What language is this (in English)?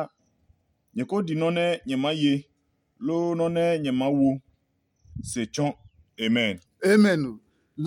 Adangme